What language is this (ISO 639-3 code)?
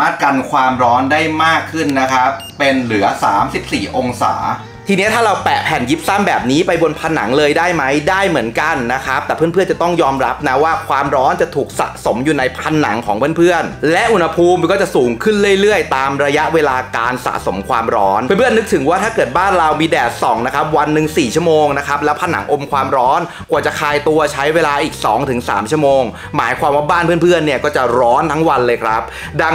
tha